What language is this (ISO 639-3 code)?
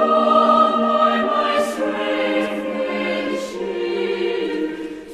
aym